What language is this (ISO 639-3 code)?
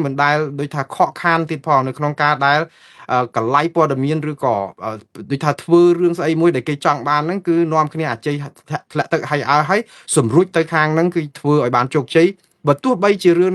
khm